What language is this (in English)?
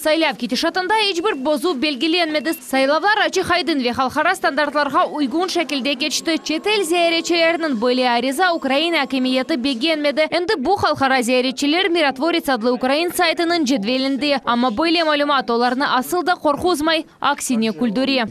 Crimean Tatar